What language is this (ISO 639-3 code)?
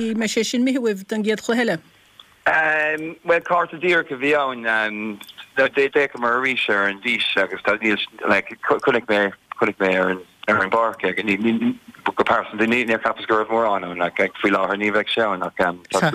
gle